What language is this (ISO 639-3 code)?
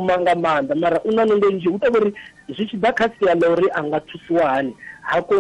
ven